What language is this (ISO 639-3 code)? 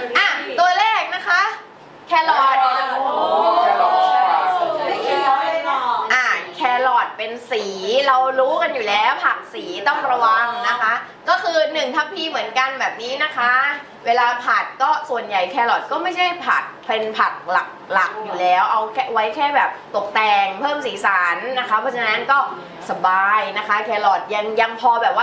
tha